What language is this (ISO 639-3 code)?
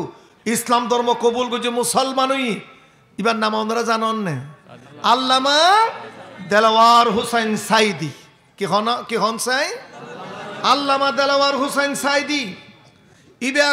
rhg